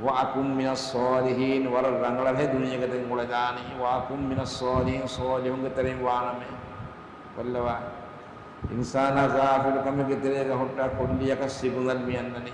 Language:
Divehi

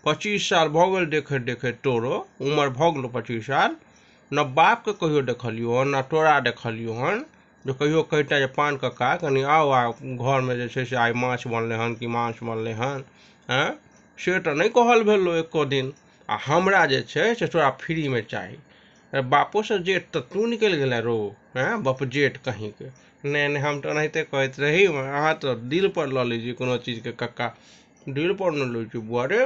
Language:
Maithili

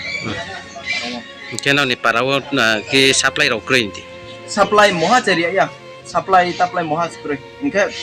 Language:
Riang (India)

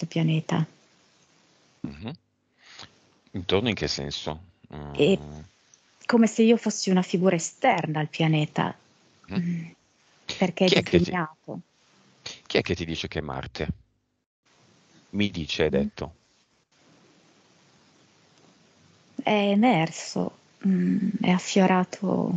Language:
Italian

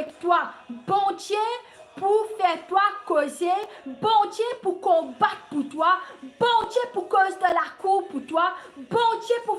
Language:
Morisyen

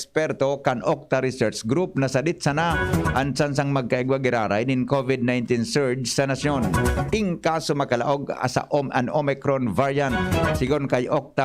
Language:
Bikol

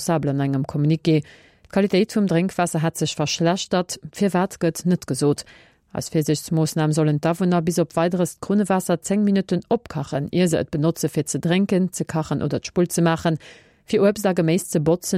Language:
Luxembourgish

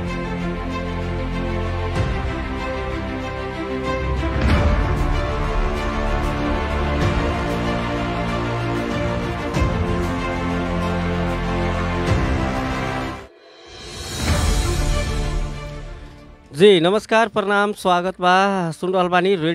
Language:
Bhojpuri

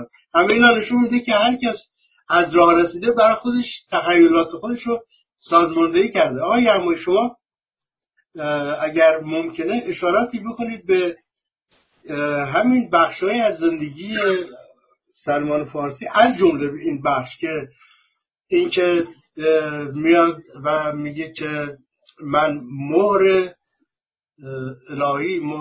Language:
Persian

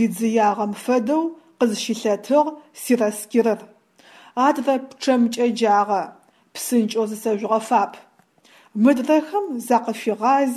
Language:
Adyghe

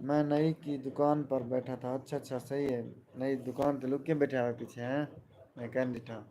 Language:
Saraiki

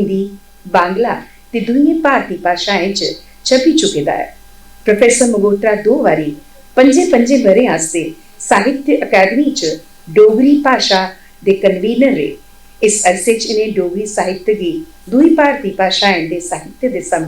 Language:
Dogri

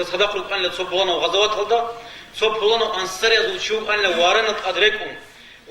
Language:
Avaric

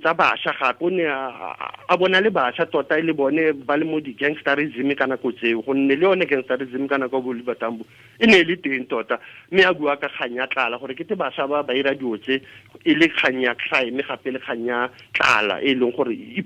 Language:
Tswana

